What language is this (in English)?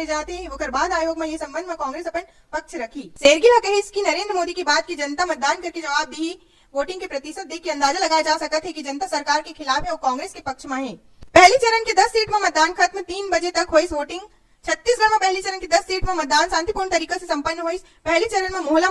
Chhattisgarhi